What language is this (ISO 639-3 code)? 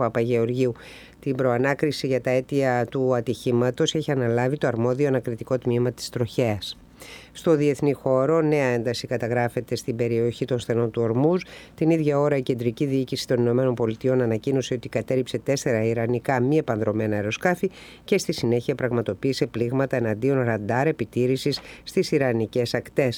ell